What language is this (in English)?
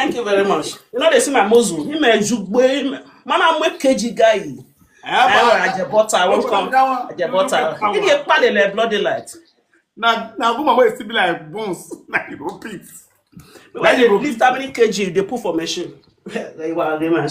Nigerian Pidgin